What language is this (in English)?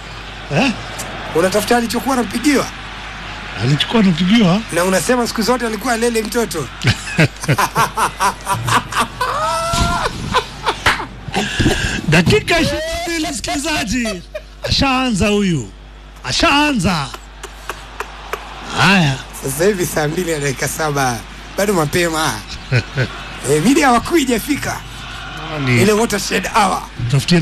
Swahili